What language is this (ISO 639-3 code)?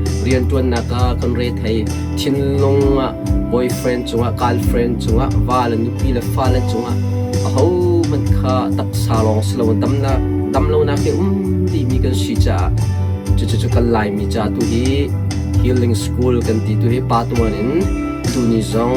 cnh